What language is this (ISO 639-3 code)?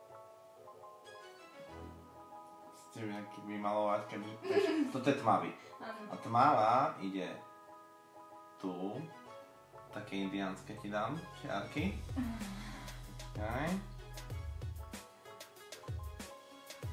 slk